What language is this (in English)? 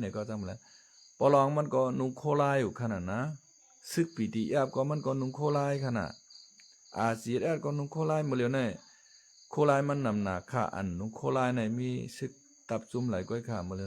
Shan